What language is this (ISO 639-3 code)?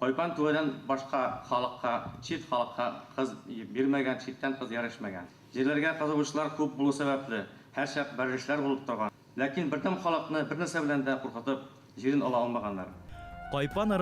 bak